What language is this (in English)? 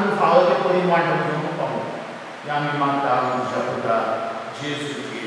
Konkani